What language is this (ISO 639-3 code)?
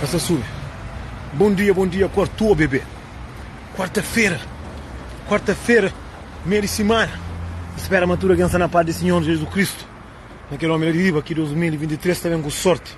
kea